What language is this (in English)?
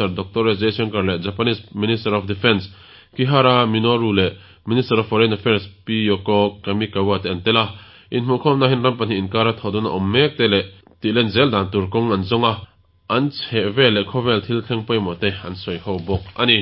Mizo